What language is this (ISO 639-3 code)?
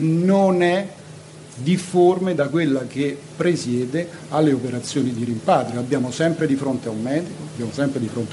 ita